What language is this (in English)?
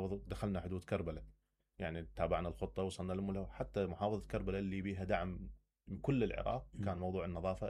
Mesopotamian Arabic